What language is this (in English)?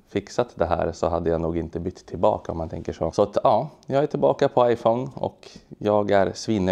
Swedish